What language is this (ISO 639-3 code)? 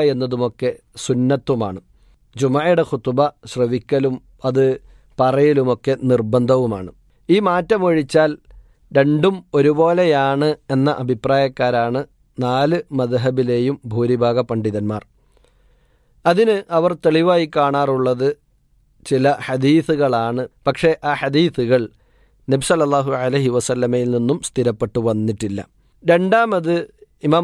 mal